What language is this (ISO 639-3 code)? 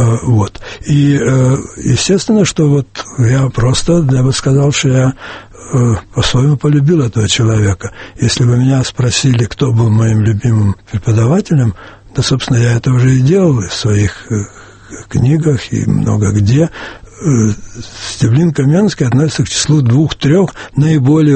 rus